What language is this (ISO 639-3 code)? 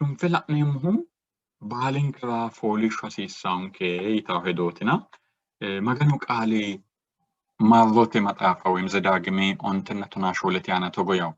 sid